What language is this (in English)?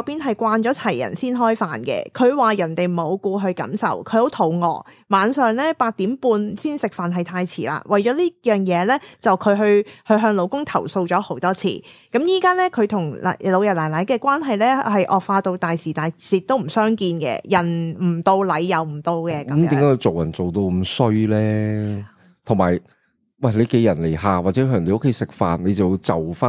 Cantonese